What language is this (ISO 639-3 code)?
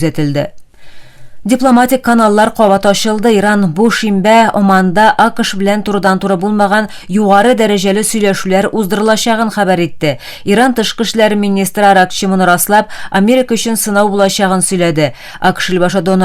tat